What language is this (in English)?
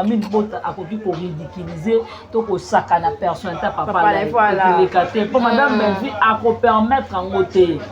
Lingala